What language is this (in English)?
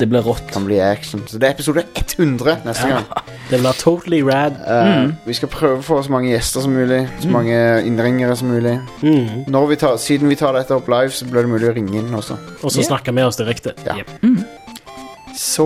Norwegian